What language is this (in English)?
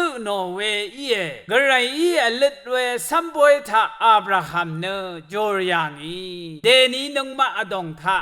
Rawang